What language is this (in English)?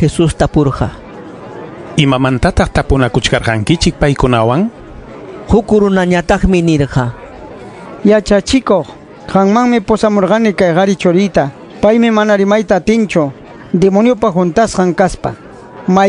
Ayacucho Quechua